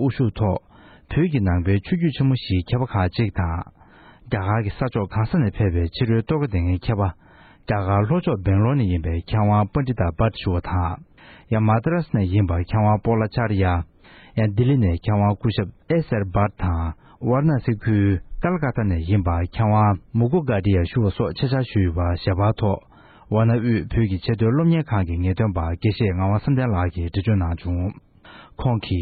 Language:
Tibetan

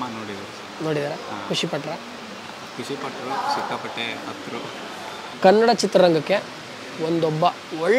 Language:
Kannada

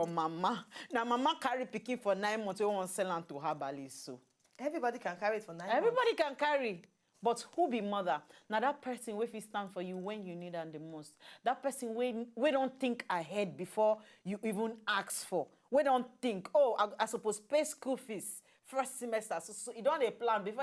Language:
Nigerian Pidgin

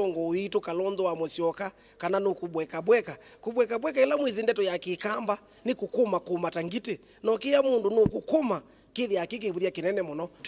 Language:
Kamba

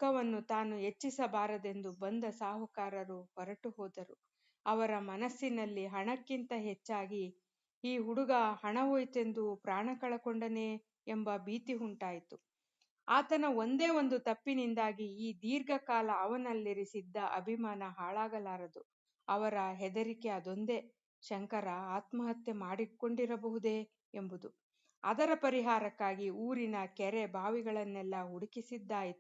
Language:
Kannada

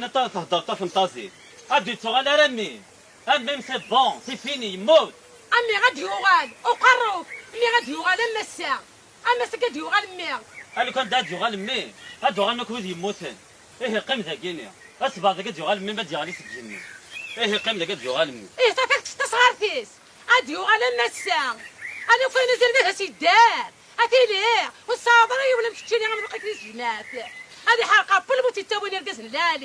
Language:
Kabyle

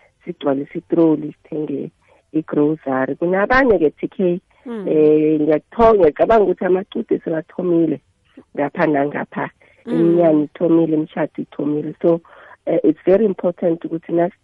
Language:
South Ndebele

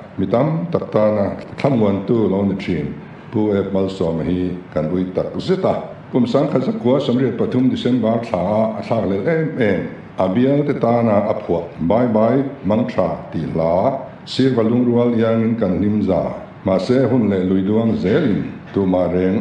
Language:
Mizo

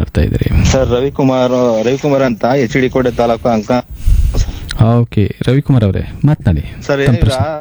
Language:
Kannada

